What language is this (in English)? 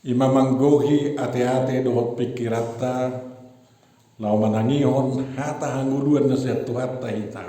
Batak Toba